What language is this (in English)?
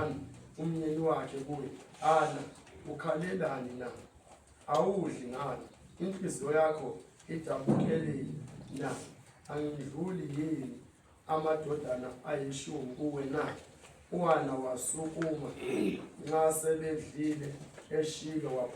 Zulu